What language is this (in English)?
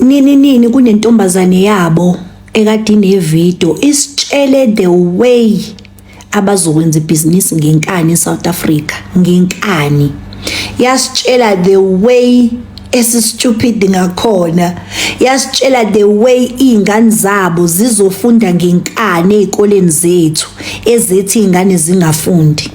Zulu